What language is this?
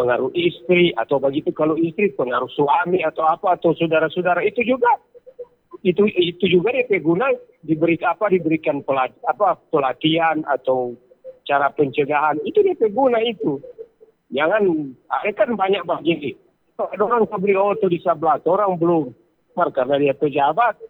Indonesian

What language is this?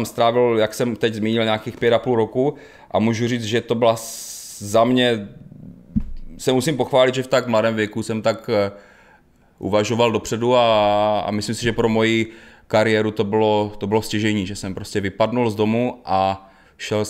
Czech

